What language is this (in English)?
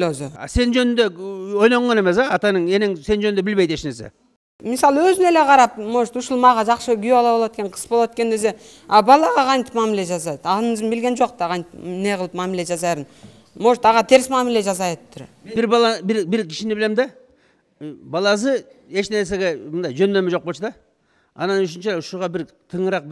Kyrgyz